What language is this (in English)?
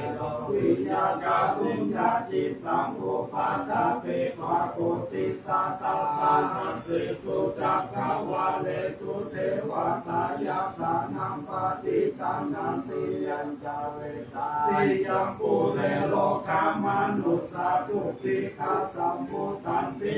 Pali